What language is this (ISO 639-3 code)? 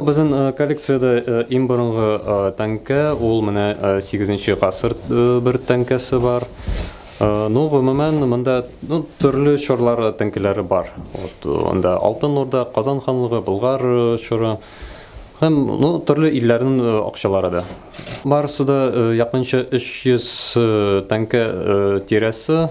tat